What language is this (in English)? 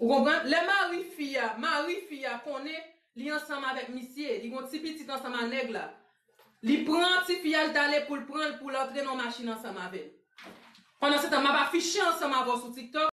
Haitian Creole